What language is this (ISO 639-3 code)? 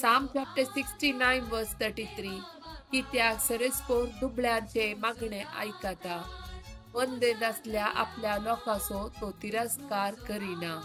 kok